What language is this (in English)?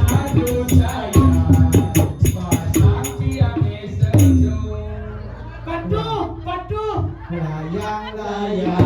Balinese